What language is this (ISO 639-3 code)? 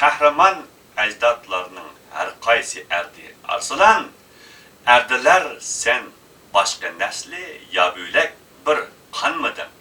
uig